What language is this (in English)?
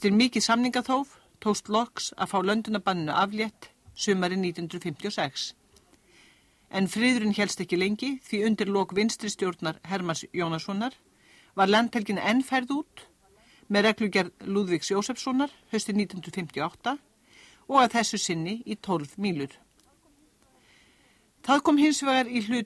Icelandic